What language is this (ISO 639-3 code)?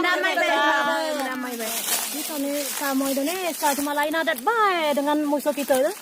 mui